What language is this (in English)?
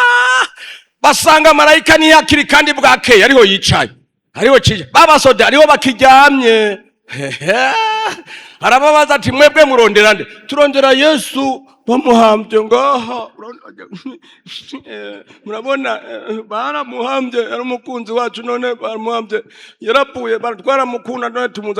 Rundi